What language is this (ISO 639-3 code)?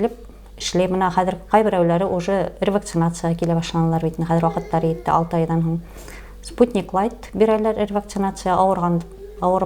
bak